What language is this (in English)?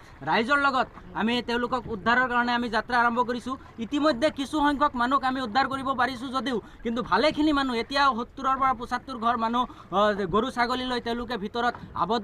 Assamese